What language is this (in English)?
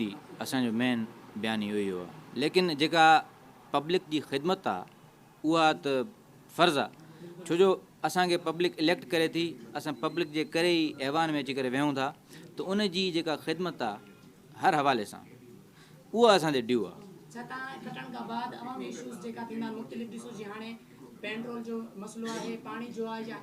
Sindhi